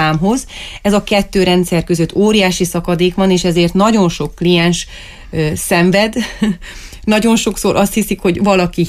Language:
Hungarian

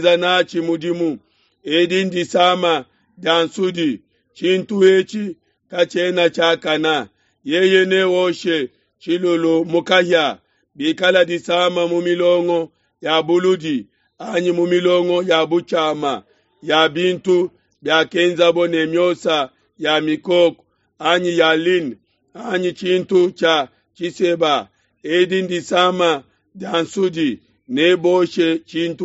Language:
Luba-Lulua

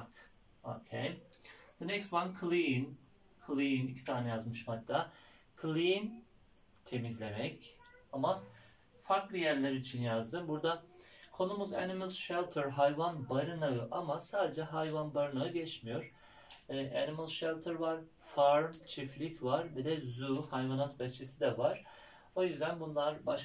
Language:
Turkish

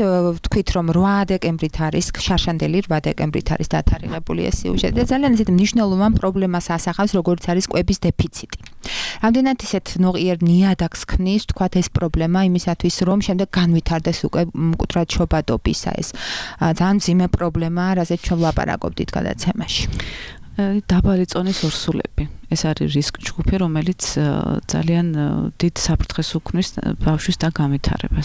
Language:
Georgian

